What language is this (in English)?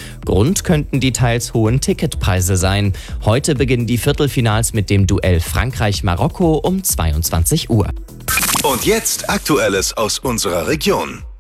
German